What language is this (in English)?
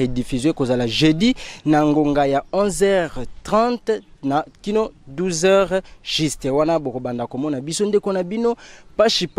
Lingala